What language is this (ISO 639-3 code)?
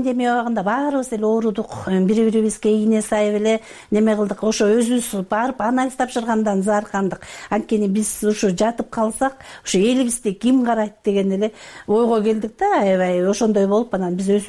kir